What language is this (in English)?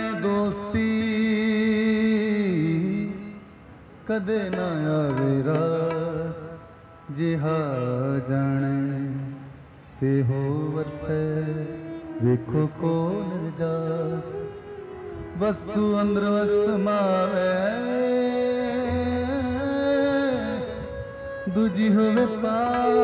Punjabi